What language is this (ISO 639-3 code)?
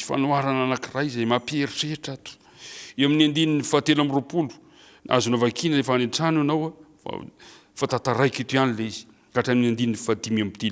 mlg